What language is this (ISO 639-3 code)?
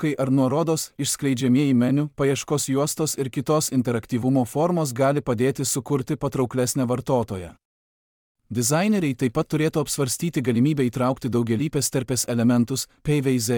lit